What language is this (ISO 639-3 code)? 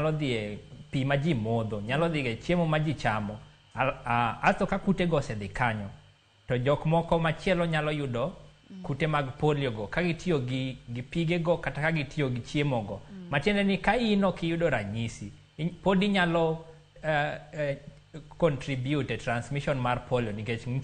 luo